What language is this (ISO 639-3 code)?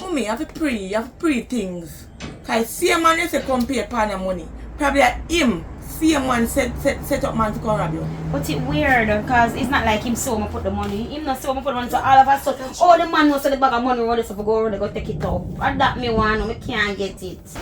jam